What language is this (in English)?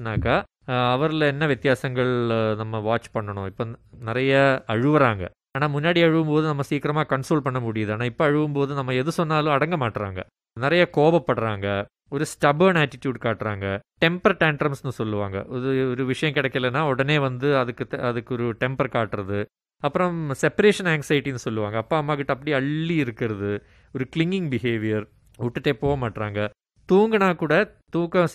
Tamil